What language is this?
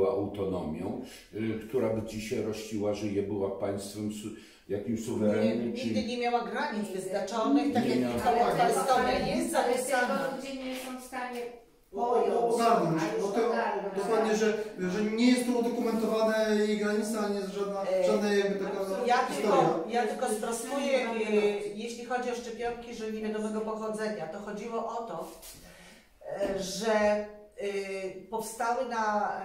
Polish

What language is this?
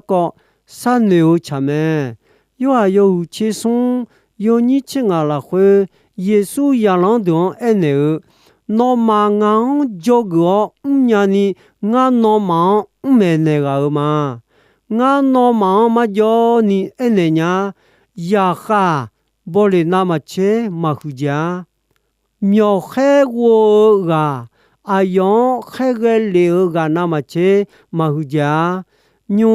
Akha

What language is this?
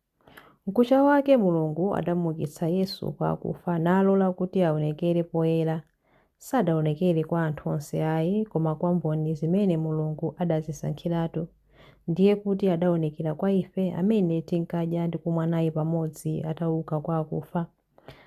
Nyanja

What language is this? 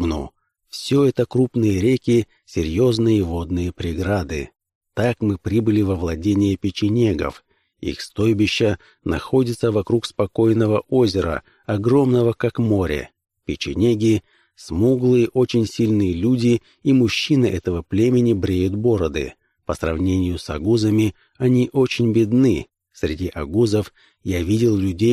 Russian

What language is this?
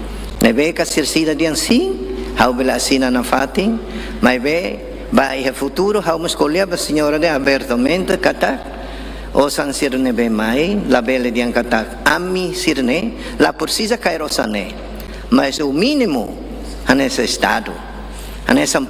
Tetum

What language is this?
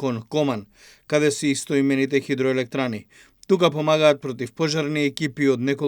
Macedonian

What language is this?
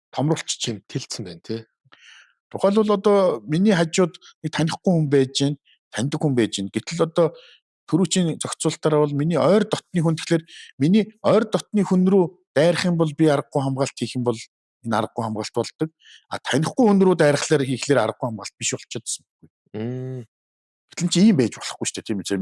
Mongolian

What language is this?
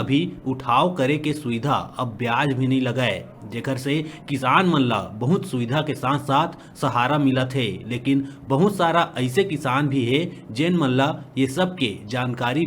Chhattisgarhi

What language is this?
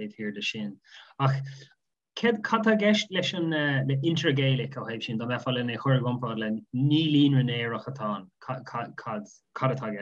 Irish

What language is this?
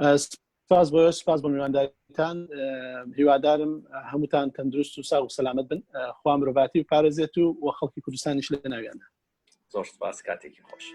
Central Kurdish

